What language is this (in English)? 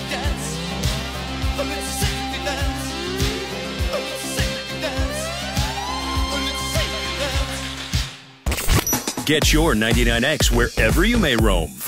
English